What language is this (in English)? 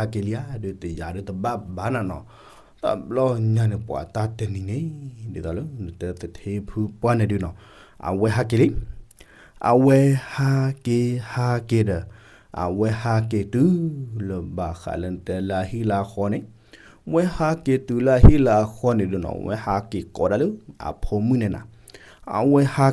S'gaw Karen